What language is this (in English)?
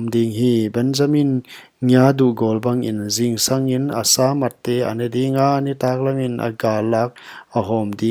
Paite Chin